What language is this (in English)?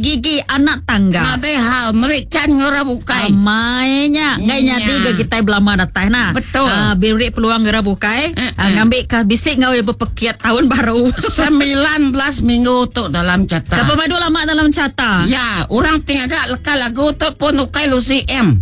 Iban